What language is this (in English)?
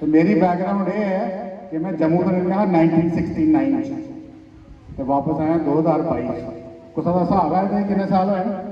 Dogri